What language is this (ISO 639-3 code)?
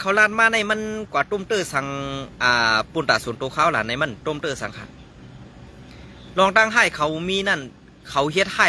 shn